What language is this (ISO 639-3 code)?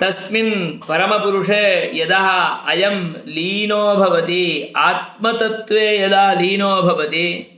san